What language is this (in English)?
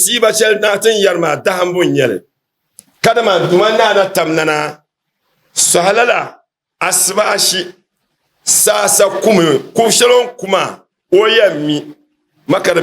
Dagbani